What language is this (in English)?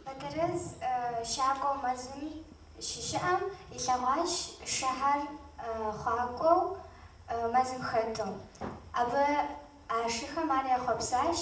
Kabardian